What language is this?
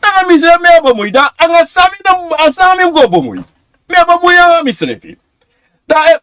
Sranan Tongo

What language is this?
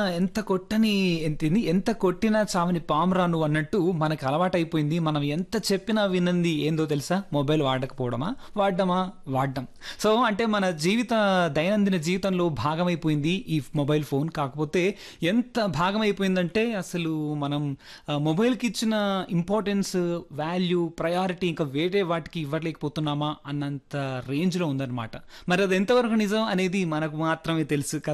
Telugu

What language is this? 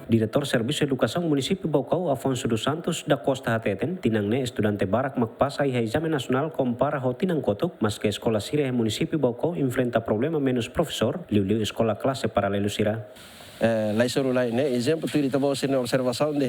Tetum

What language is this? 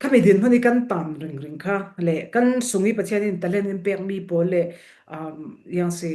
Falam Chin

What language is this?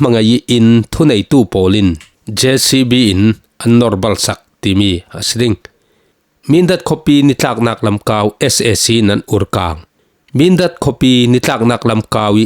Falam Chin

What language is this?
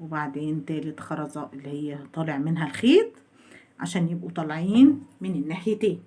Egyptian Arabic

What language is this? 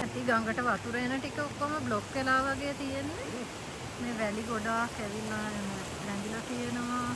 Sinhala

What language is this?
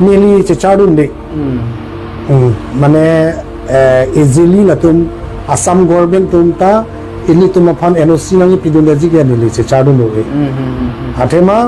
Karbi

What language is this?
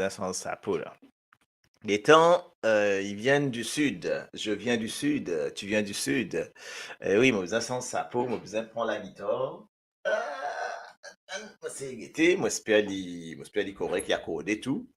Morisyen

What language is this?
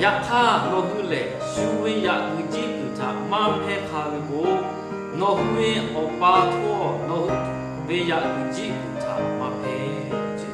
Lahu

